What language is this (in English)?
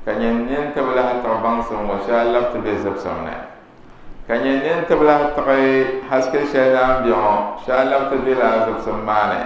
Dagbani